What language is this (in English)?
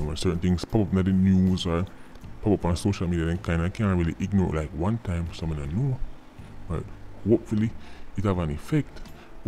Jamaican Creole English